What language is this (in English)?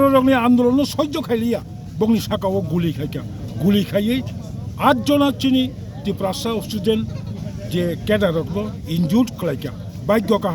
Kok Borok